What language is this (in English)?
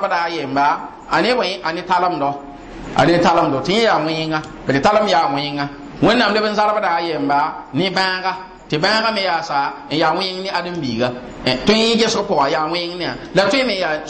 Mossi